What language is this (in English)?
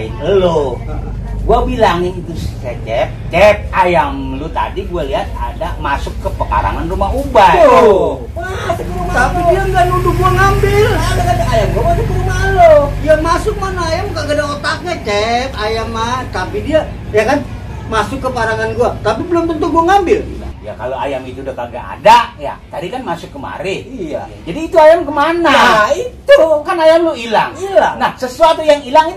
Betawi